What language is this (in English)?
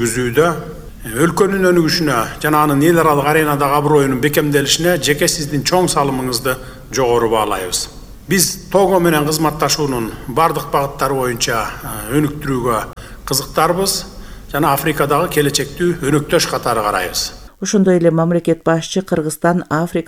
Kyrgyz